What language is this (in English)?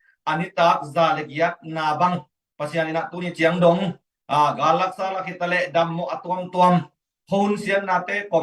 Tedim Chin